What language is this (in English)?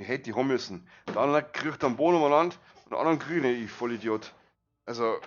Bavarian